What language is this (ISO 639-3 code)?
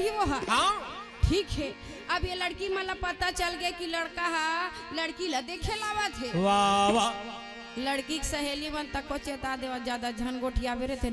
hne